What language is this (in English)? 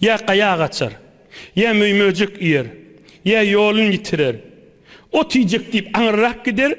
Turkmen